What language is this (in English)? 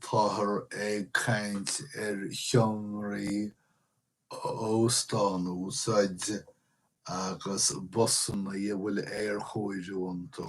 Irish